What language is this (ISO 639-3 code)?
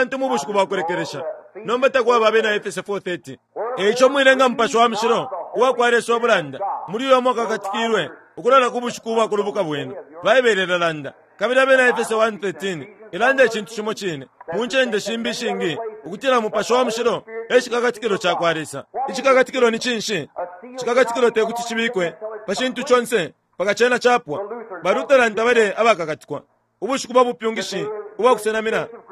bem